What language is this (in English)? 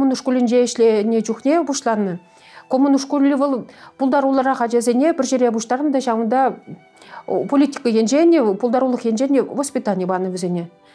Chuvash